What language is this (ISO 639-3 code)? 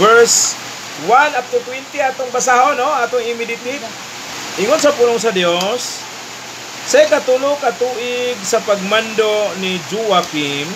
ceb